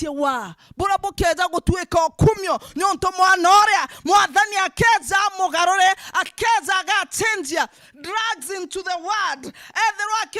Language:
Meru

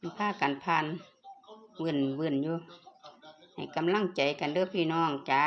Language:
Northeastern Thai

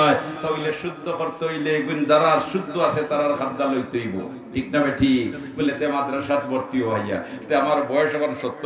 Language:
Sylheti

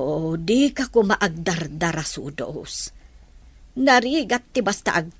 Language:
Iloko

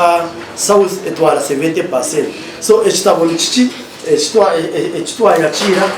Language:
Nyankole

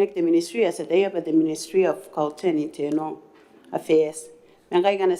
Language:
Gilbertese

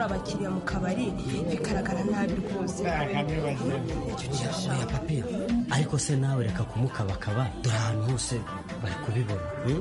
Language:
Kinyarwanda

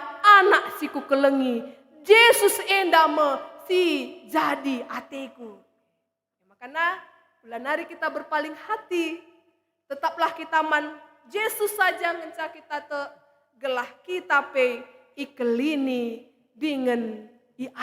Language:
Batak Karo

